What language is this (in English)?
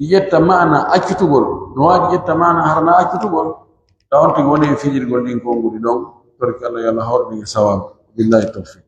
Pular